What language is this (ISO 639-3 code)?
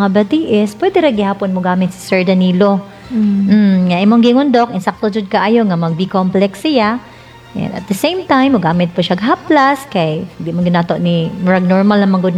ceb